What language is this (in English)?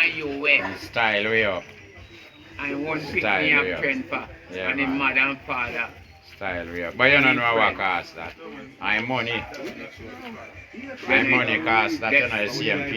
Jamaican Creole English